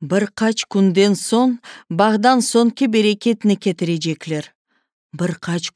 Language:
Crimean Tatar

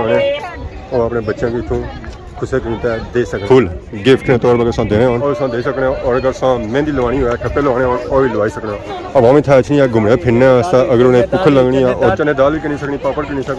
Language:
Pahari-Potwari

